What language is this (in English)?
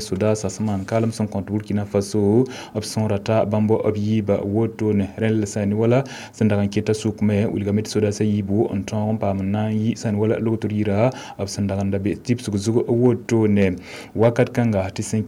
Mossi